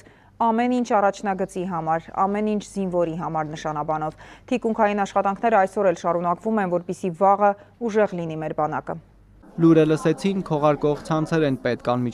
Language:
Armenian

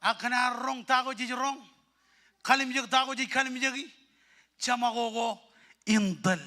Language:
Marshallese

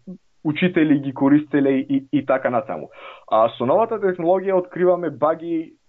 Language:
Macedonian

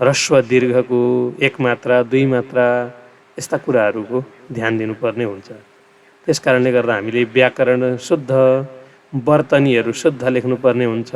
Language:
Nepali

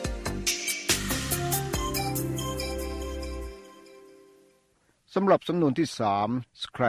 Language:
Thai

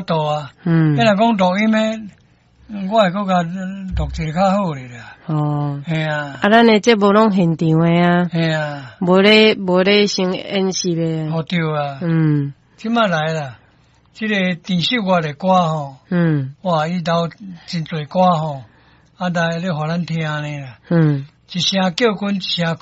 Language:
Min Nan Chinese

